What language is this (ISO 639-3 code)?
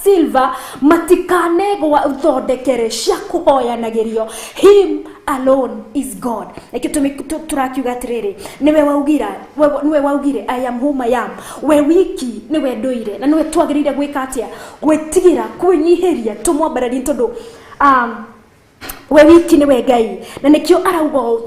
kik